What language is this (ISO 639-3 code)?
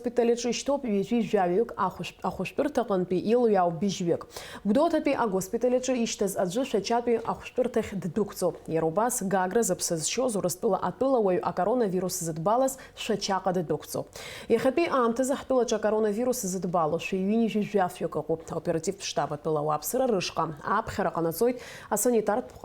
abk